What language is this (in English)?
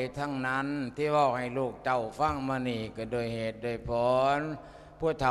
Lao